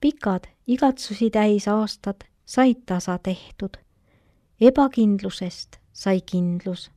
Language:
Estonian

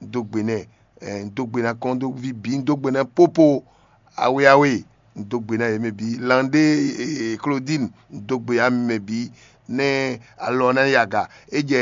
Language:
Fon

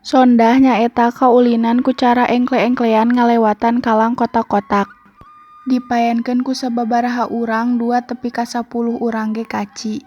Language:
Sundanese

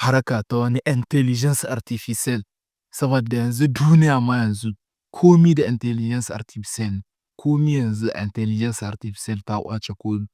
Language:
Hausa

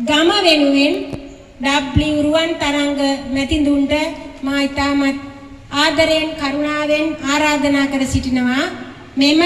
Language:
Sinhala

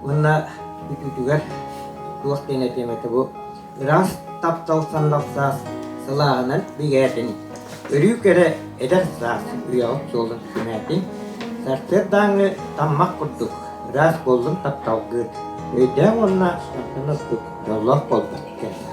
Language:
Yakut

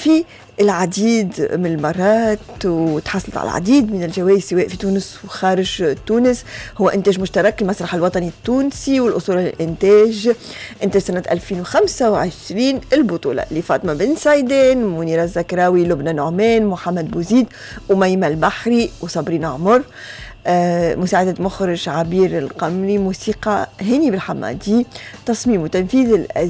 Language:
Tunisian Arabic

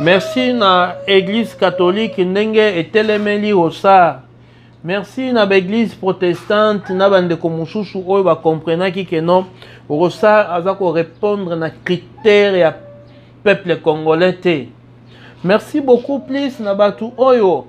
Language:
Lingala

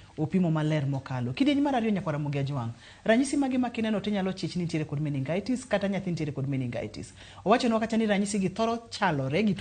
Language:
Luo (Kenya and Tanzania)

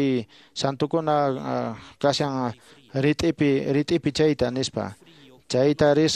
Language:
Quechua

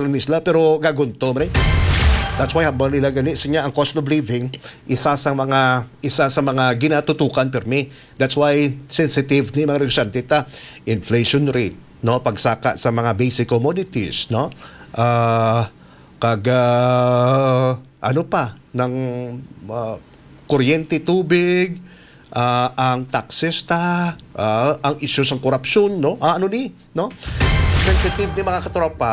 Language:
Hiligaynon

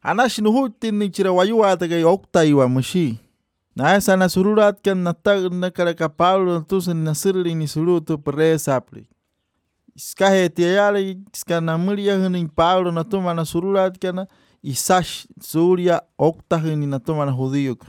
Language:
Albanian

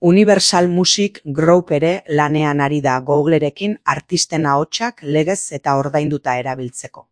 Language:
Basque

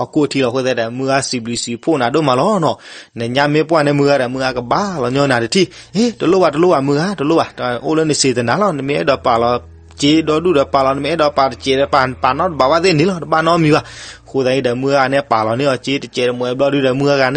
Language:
S'gaw Karen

